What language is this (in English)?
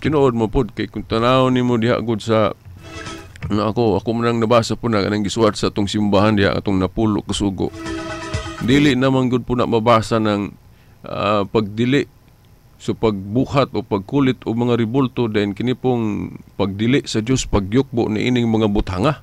Cebuano